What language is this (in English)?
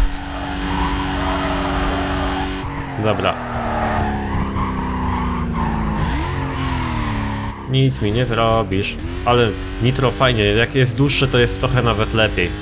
Polish